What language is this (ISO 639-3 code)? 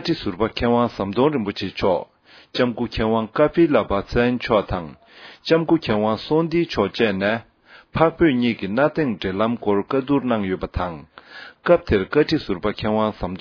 bod